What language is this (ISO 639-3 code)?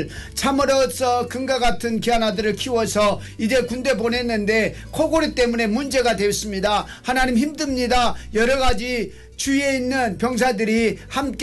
kor